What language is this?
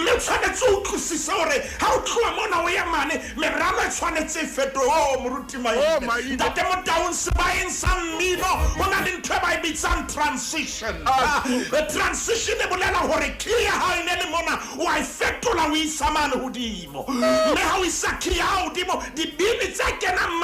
Southern Sotho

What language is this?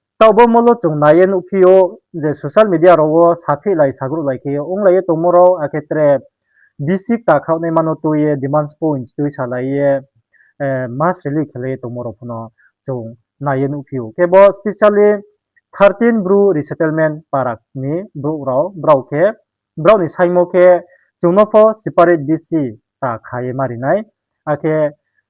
Riang (India)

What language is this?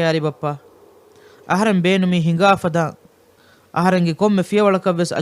Divehi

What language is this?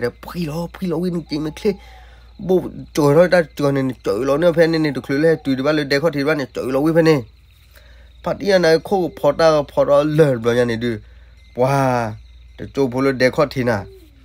S'gaw Karen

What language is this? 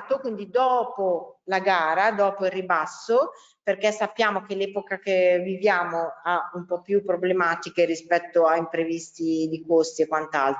Italian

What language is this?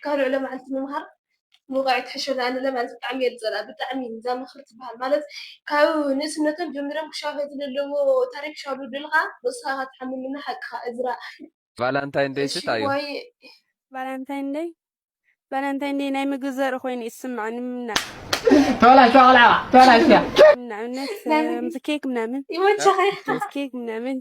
Tigrinya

